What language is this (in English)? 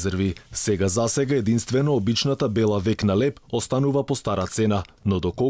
Macedonian